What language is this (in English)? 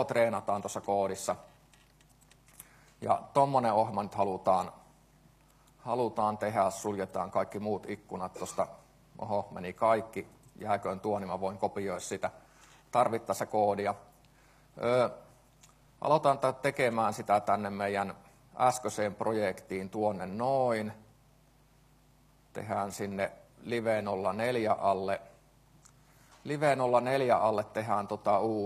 Finnish